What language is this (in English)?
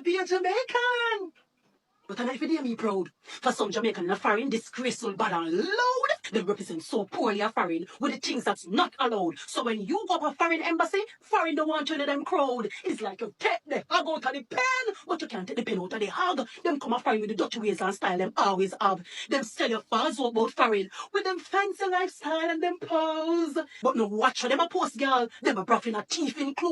Jamaican Creole English